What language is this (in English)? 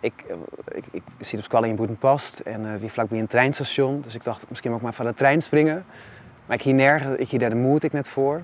Western Frisian